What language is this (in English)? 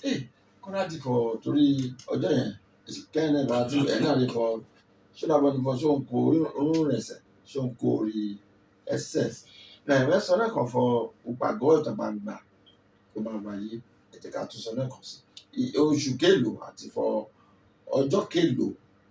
Yoruba